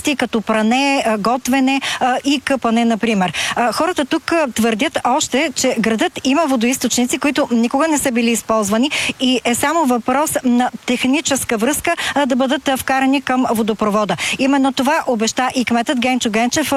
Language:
Bulgarian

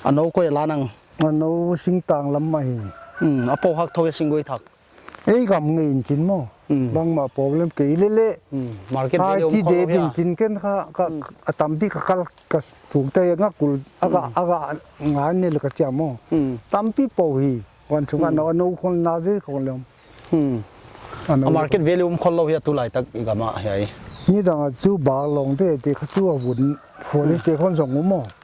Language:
Paite Chin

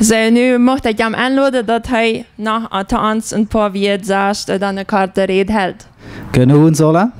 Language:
Plautdietsch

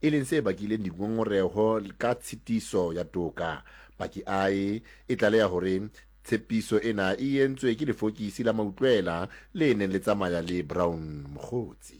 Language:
Southern Sotho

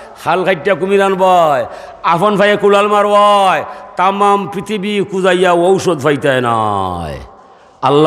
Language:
Sylheti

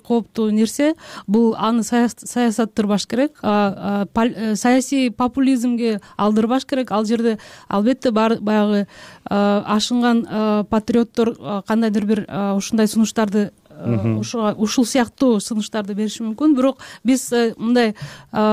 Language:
Kyrgyz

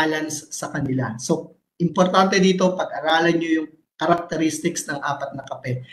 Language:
Filipino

